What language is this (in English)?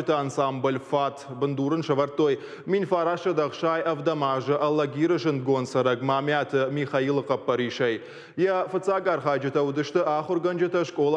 Ossetic